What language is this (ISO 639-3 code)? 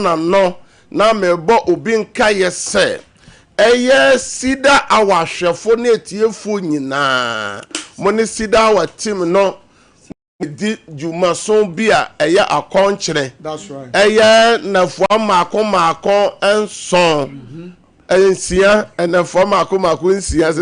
aka